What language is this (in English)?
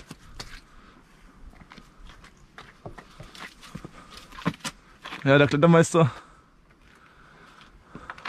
German